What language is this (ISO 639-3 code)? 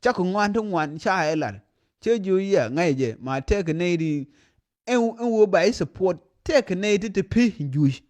nus